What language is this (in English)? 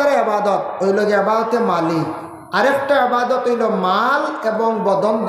Sylheti